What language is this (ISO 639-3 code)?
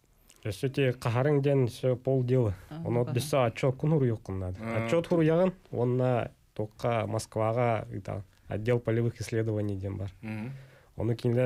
sah